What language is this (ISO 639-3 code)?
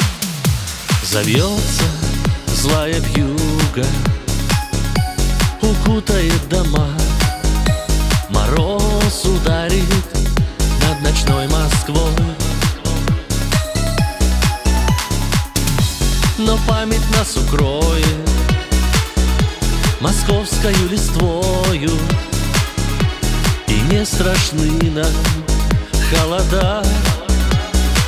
rus